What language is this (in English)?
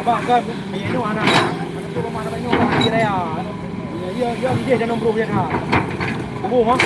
Achinese